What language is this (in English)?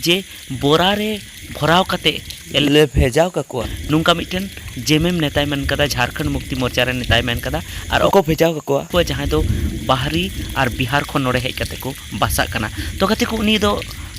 Santali